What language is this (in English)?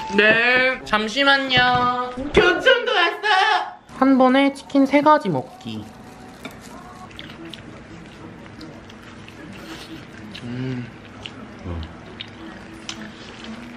Korean